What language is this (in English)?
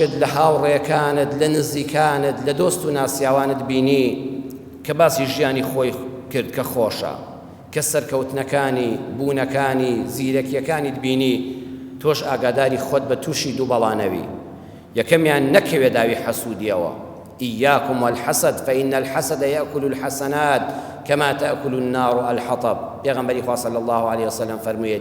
Central Kurdish